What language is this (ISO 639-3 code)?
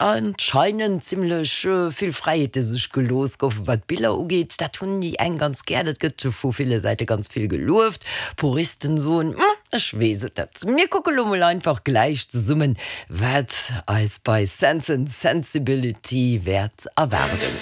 ltz